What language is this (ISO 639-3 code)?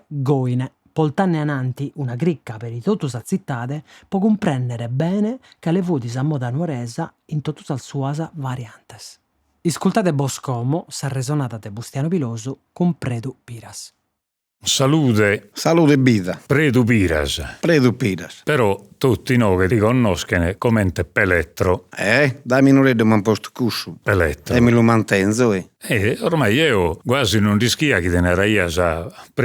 srd